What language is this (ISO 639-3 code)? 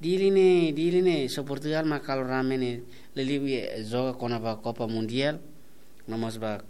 tet